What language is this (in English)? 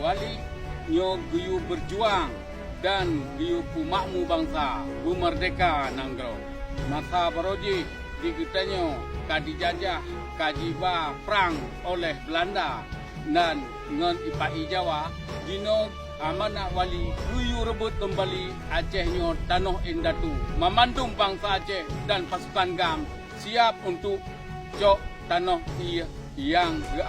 Achinese